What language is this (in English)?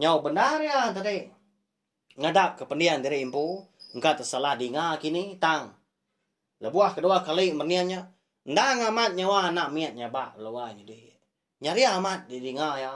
Iban